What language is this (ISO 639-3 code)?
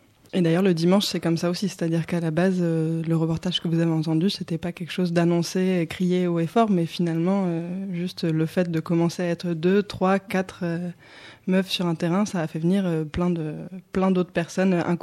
fra